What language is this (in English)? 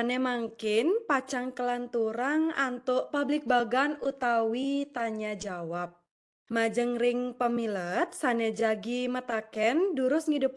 Balinese